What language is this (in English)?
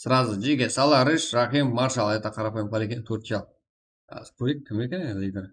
Kara-Kalpak